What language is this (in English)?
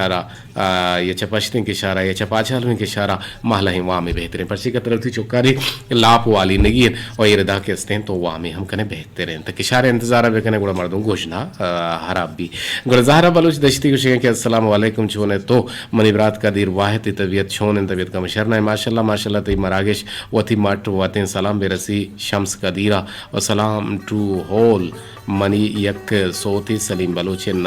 Eastern Balochi